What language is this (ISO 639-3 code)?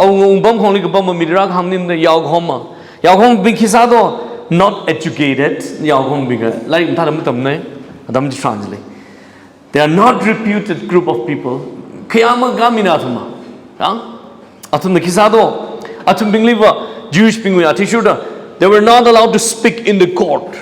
nmf